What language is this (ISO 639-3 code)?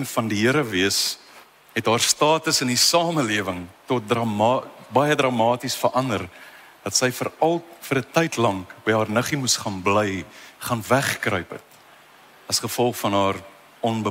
afr